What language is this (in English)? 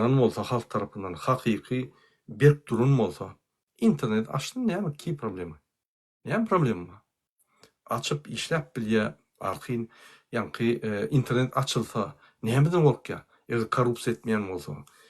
Turkmen